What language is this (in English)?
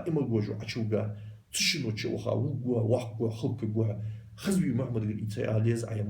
Ingush